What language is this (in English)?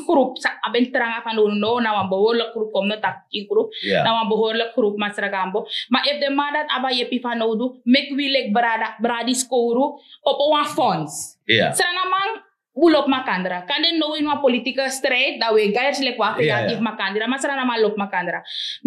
Sranan Tongo